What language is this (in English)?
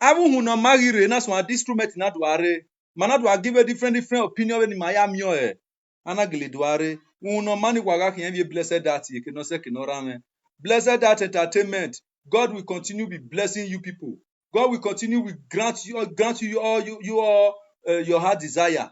Nigerian Pidgin